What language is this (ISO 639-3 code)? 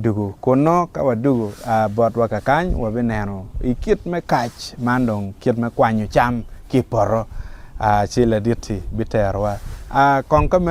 ach